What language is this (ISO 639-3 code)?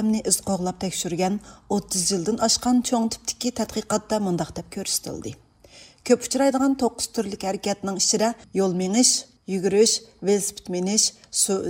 uig